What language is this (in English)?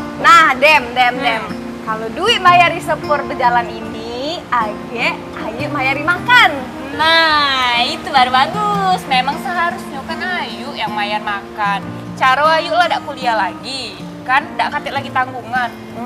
Musi